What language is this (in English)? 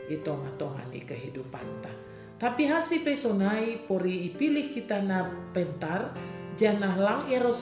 Batak Simalungun